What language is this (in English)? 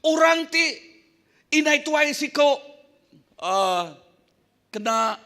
Iban